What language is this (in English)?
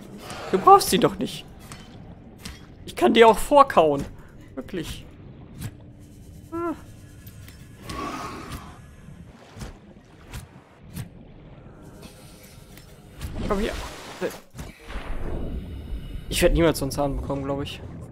German